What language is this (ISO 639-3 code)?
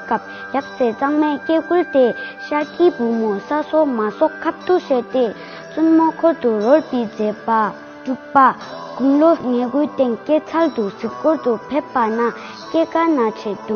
bod